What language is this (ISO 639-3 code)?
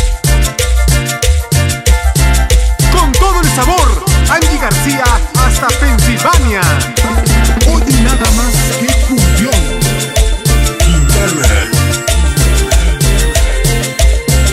spa